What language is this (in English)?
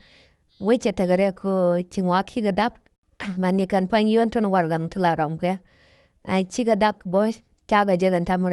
Nuer